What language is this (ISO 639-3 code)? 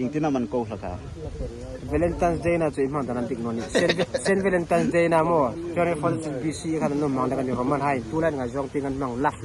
hmr